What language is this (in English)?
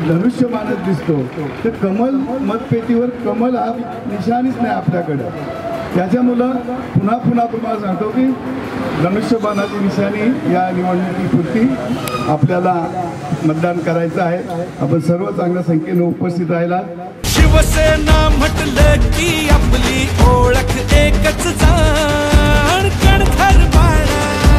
Marathi